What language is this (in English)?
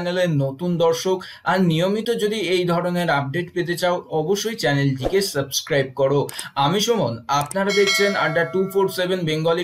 Bangla